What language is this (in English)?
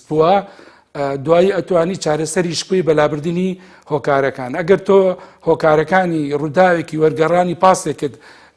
Central Kurdish